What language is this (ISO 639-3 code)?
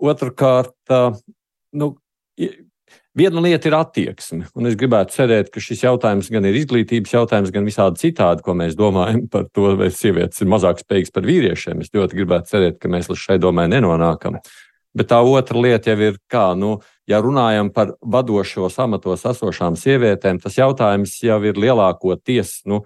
lav